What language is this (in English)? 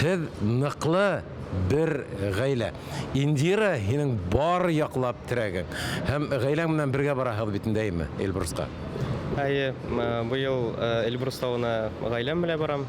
Bashkir